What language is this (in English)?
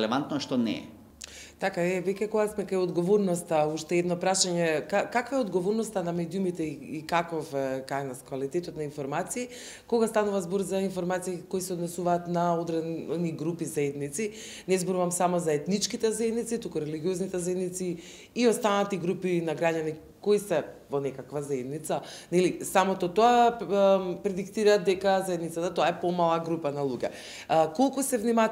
Macedonian